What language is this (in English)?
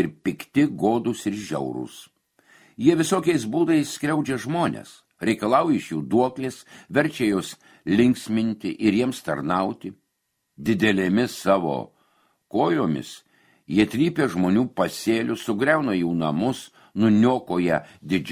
Lithuanian